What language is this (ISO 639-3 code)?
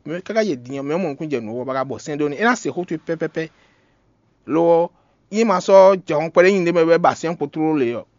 fon